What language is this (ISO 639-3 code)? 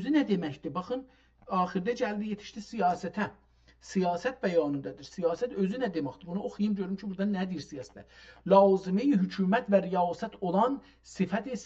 azb